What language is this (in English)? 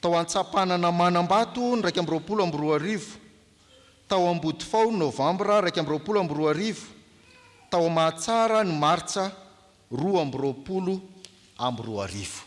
Malagasy